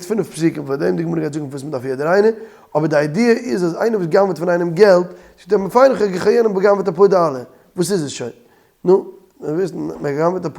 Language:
Yiddish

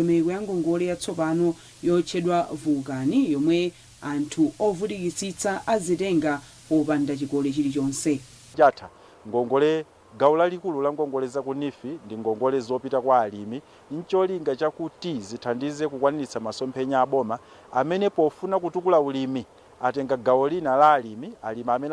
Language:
Nyanja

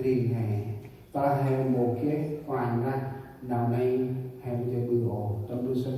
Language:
Central Mnong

